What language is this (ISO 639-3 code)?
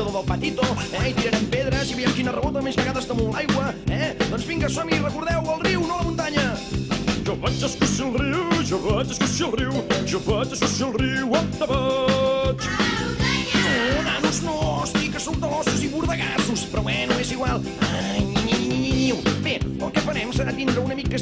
cat